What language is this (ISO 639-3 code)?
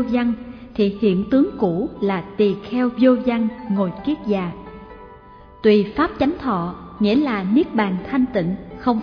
vie